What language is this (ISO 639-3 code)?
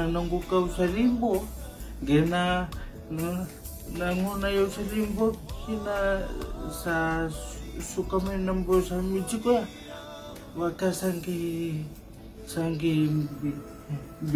fij